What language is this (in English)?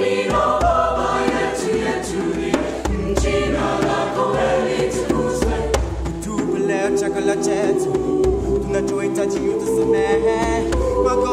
Swahili